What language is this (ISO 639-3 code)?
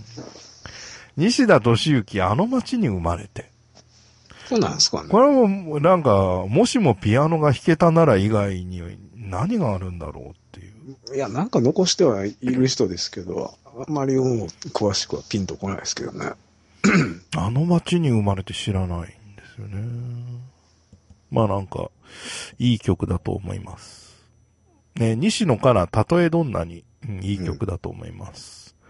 jpn